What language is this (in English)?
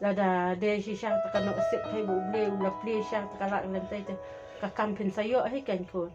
Khasi